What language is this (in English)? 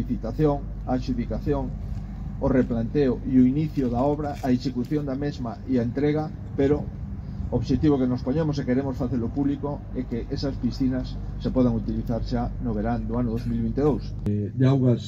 Galician